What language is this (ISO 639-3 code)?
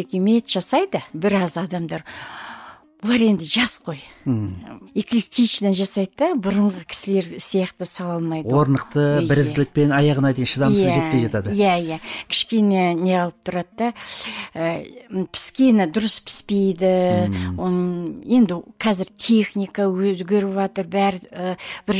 kaz